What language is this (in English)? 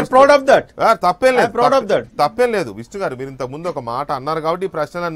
Telugu